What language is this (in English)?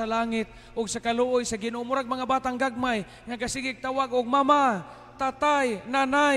Cebuano